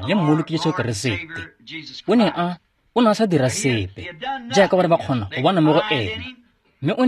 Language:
Tswana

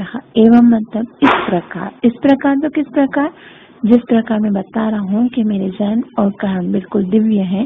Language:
Hindi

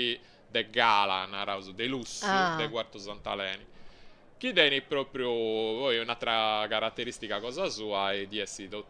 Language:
Sardinian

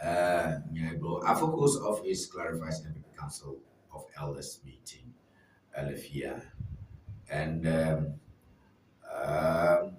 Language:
Ewe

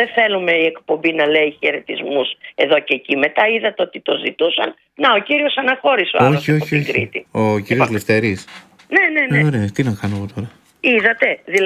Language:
Greek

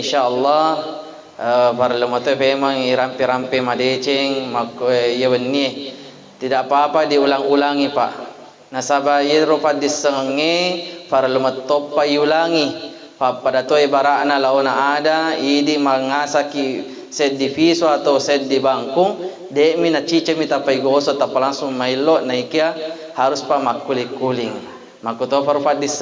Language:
Buginese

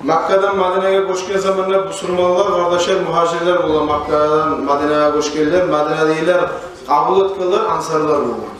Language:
Kumyk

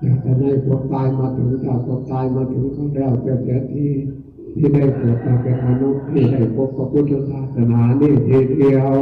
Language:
Northeastern Thai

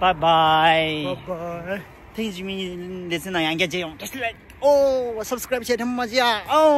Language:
Tibetan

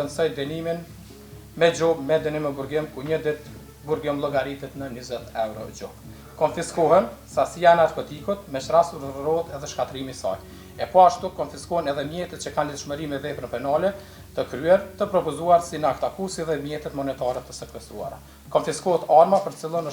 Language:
Albanian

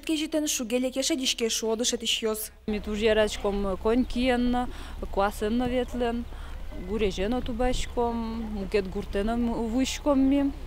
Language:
Udmurt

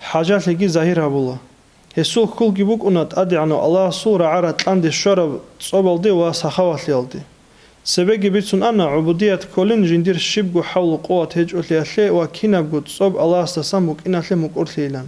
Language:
Avaric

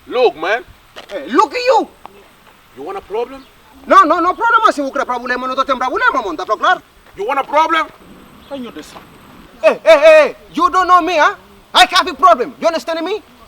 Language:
Kabuverdianu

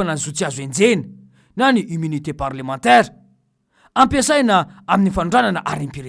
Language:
Malagasy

